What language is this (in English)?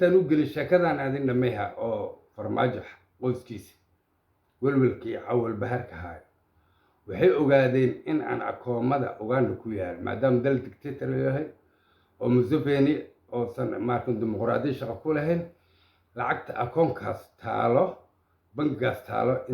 Somali